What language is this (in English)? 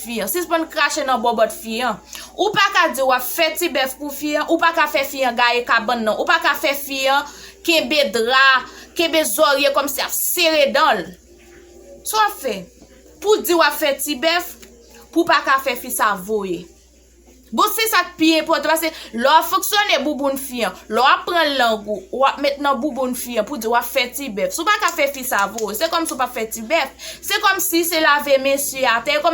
Haitian Creole